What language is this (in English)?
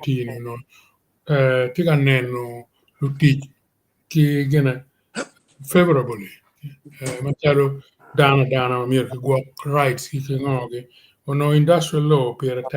Acoli